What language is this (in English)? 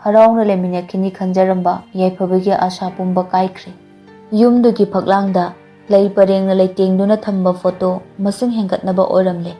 Manipuri